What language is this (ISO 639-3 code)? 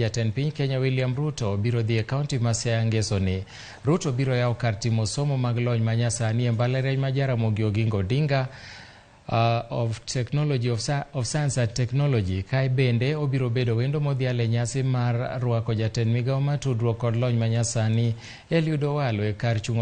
luo